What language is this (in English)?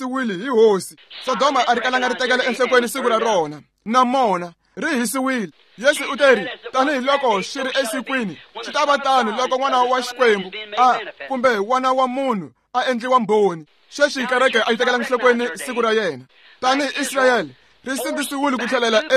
Tsonga